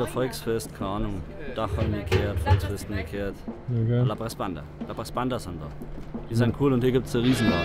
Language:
Bavarian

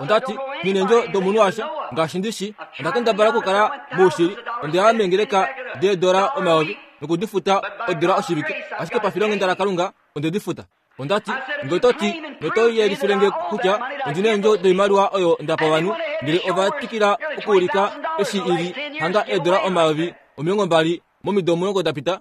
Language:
Kuanyama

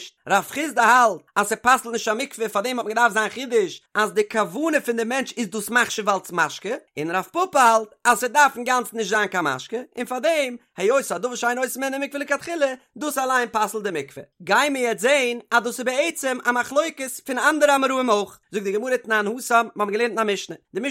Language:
Yiddish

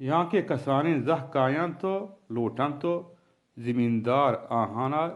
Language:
Baluchi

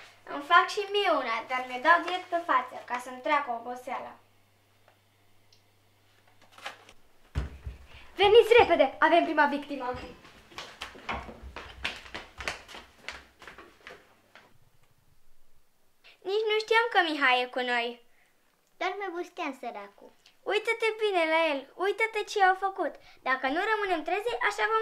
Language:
Romanian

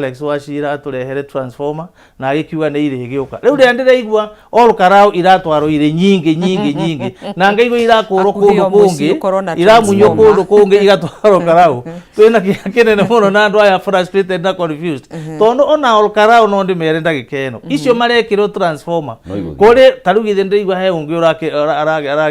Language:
Kikuyu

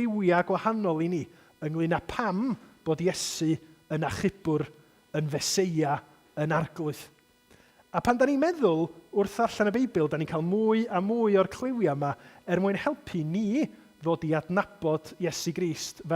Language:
Welsh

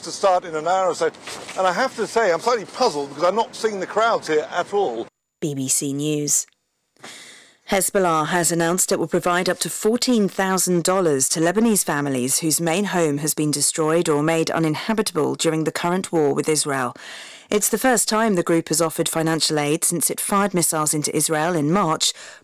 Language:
English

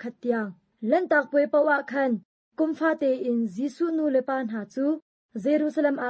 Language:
Hakha Chin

